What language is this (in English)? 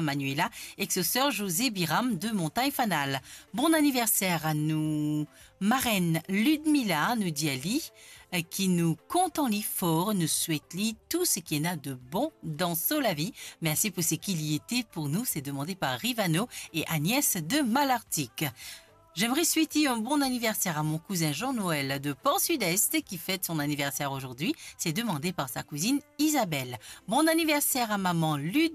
Morisyen